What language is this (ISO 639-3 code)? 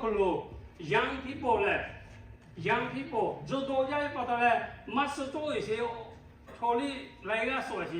lhu